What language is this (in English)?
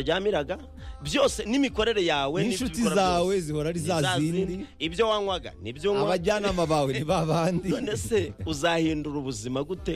Kinyarwanda